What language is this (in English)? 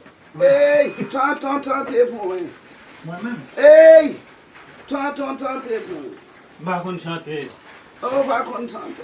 Haitian Creole